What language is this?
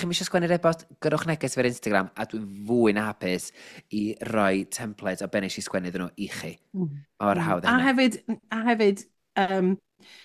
Welsh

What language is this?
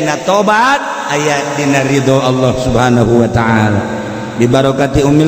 Sundanese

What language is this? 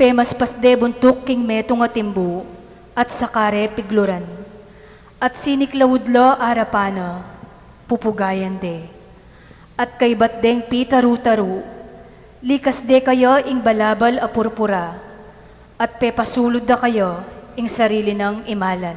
Pampanga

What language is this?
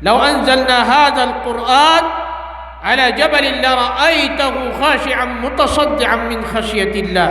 Maranao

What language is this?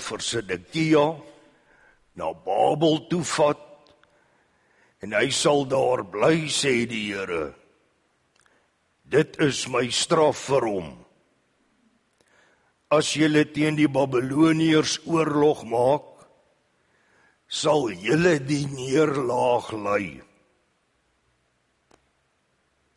Afrikaans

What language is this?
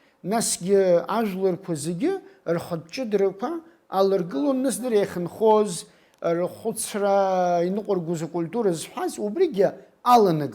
Abkhazian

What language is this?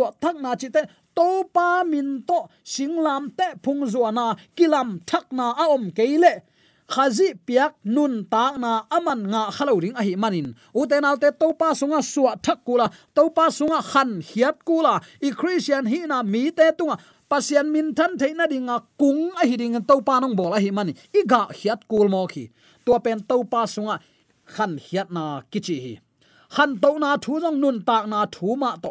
Tedim Chin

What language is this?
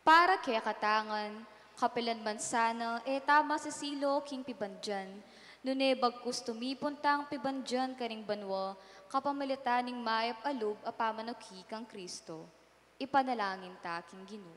Pampanga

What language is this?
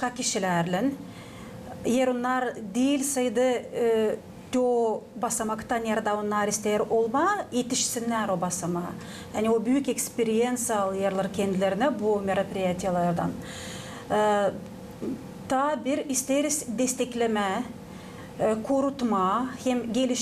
Gagauz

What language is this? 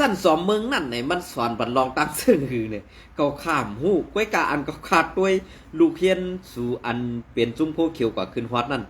Shan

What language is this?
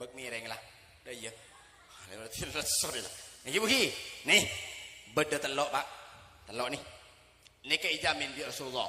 Madurese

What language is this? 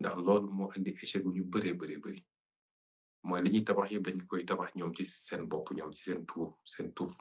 Wolof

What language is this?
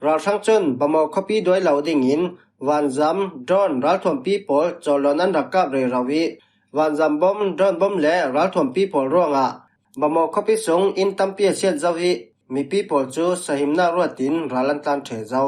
Falam Chin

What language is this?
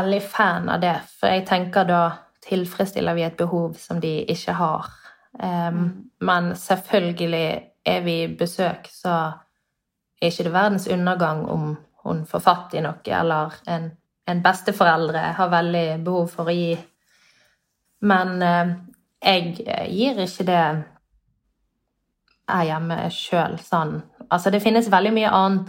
Norwegian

